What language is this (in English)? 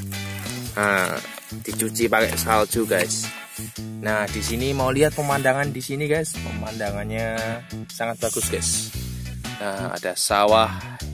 Indonesian